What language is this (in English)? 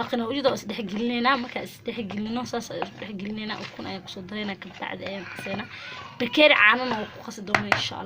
Somali